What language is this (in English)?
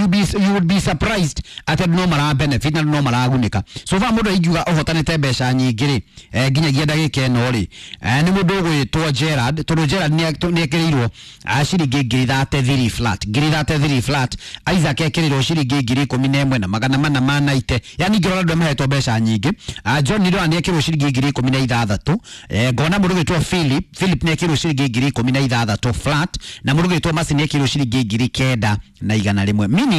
Kikuyu